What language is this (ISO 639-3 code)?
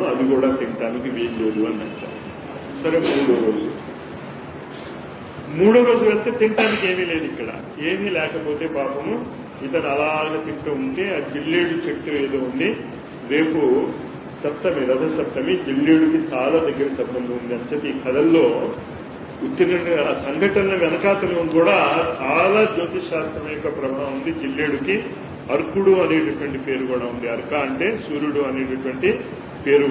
tel